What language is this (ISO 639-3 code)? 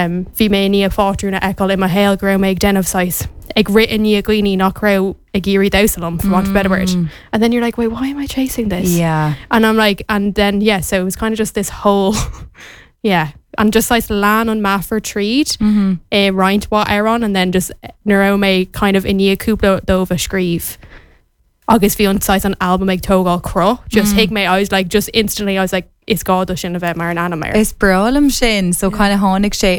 gle